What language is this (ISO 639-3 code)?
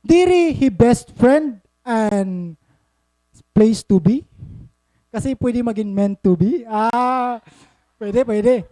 war